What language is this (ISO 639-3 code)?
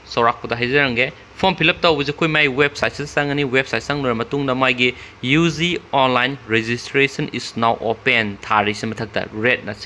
mni